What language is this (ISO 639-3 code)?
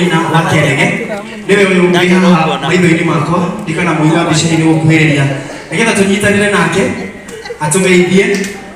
kik